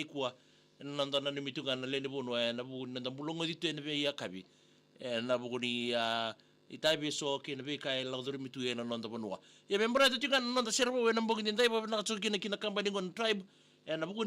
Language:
Fijian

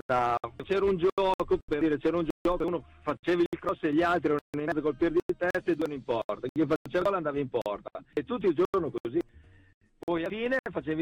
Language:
Italian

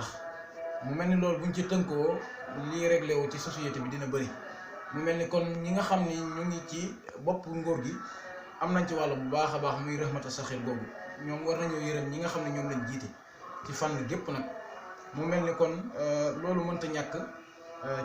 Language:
Wolof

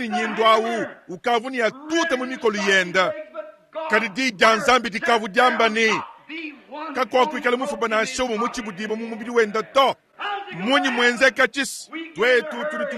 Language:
Luba-Lulua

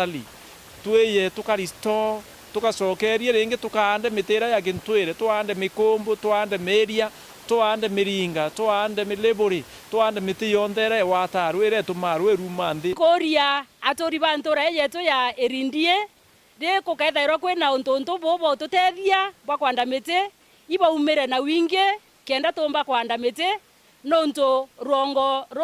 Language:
Meru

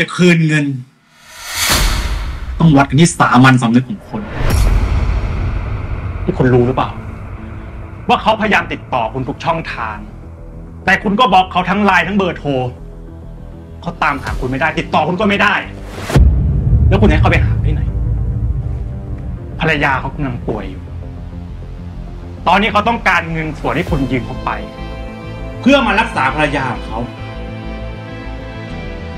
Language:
Thai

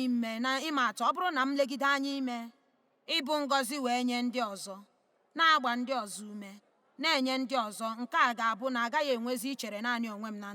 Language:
Igbo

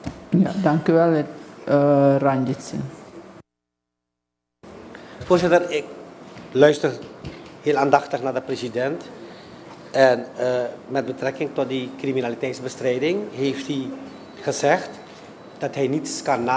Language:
Dutch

